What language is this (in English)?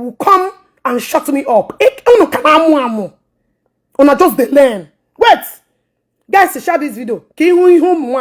Igbo